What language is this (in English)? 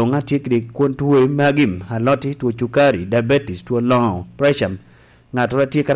Lango (Uganda)